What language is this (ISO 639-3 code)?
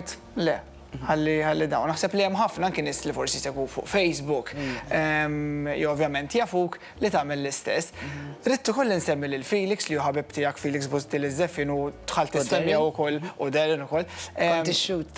mlt